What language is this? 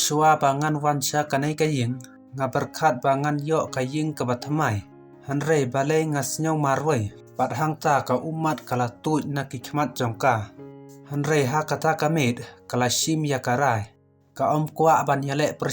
Khasi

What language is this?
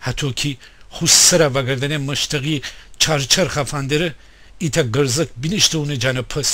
Gilaki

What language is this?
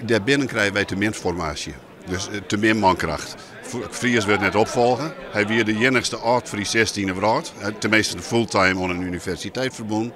Western Frisian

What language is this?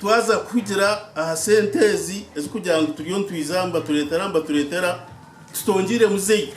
Nyankole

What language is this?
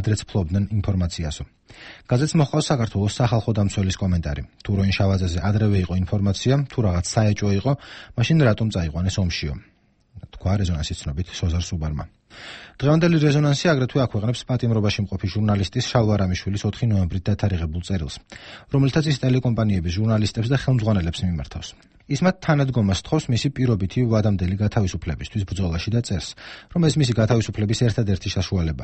Georgian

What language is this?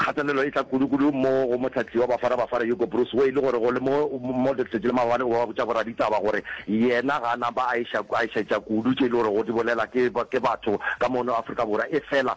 Northern Sotho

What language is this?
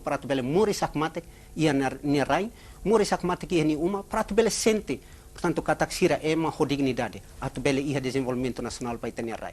Tetum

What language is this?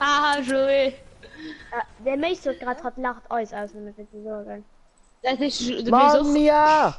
Luxembourgish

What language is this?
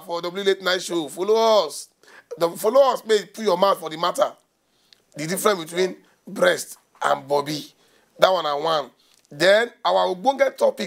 Nigerian Pidgin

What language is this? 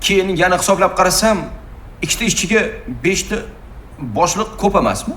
Uzbek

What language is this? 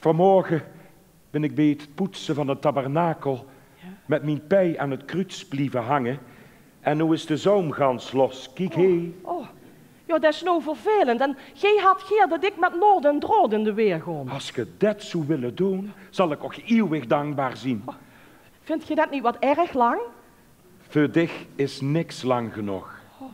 Limburgish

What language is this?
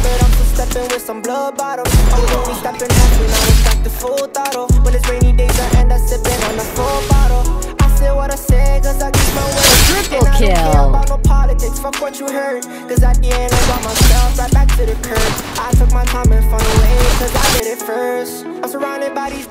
English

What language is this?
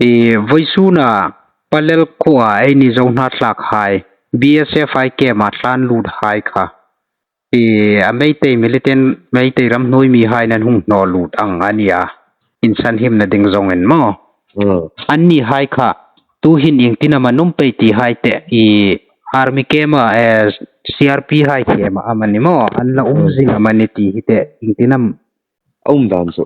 Hmar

